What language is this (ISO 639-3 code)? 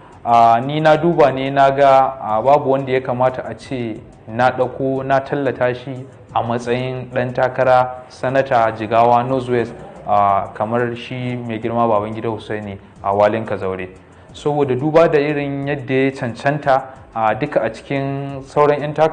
hau